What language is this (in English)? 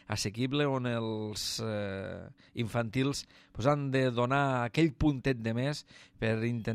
Catalan